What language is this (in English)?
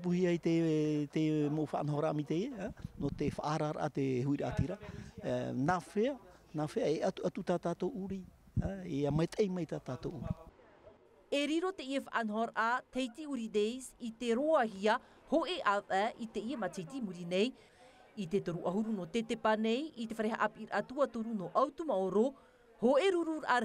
Tahitian